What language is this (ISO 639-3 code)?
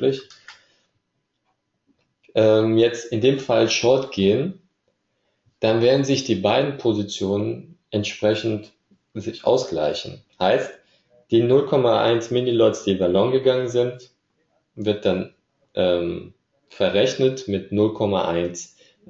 deu